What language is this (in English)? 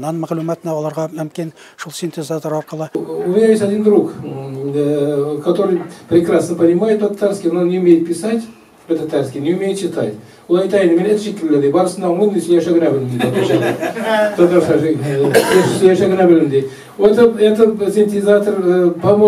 Tatar